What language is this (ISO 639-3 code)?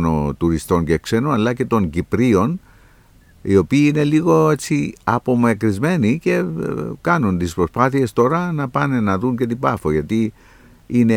ell